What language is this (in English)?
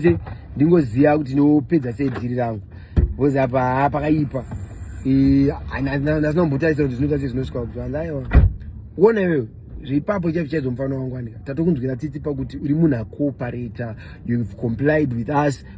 Shona